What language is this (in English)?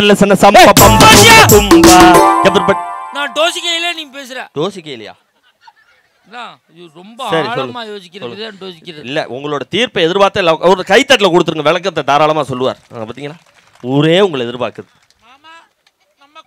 Tamil